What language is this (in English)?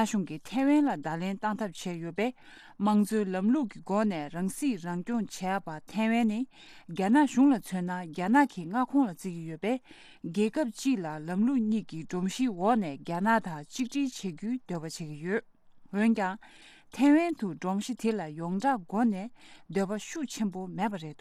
Tibetan